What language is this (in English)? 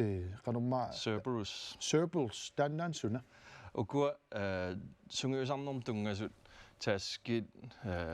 Kalaallisut